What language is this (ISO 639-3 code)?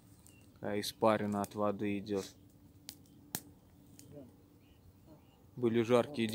rus